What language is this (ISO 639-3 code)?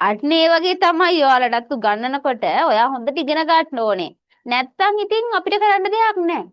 sin